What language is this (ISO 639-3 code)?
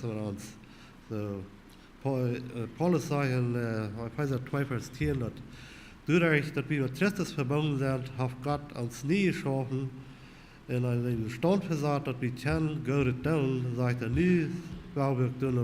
pdt